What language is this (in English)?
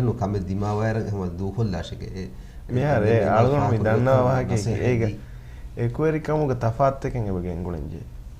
Divehi